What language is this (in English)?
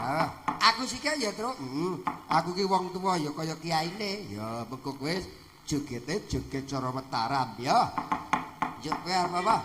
Javanese